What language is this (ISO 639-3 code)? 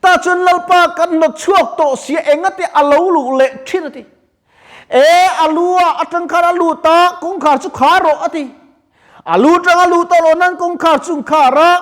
lus